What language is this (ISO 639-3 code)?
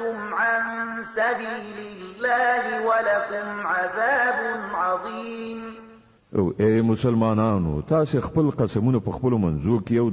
pus